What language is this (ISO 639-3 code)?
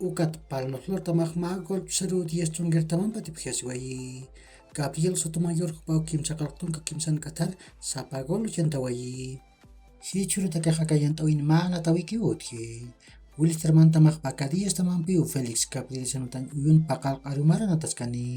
aym